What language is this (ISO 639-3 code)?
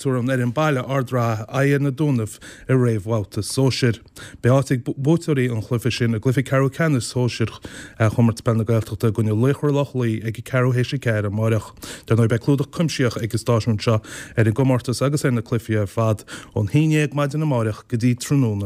gle